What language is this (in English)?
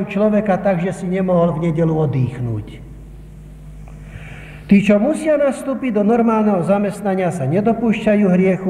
Slovak